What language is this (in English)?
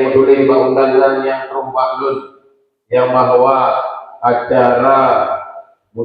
Achinese